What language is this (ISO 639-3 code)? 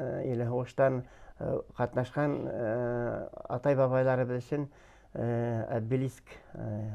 bak